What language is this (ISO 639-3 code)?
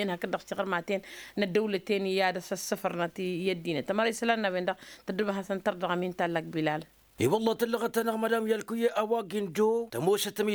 taq